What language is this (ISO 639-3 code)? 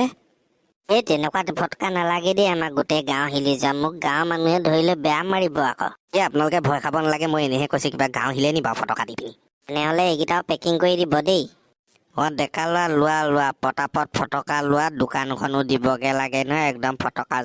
asm